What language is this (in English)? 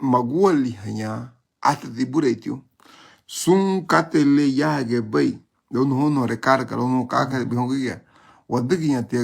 Garifuna